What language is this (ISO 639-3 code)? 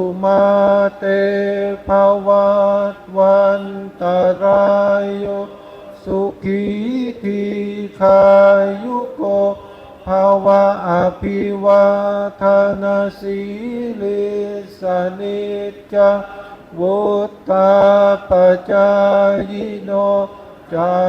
pli